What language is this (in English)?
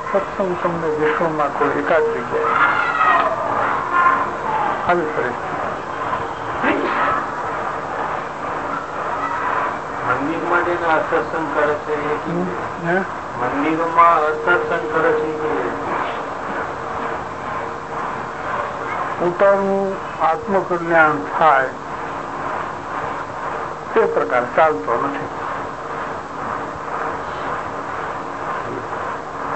Gujarati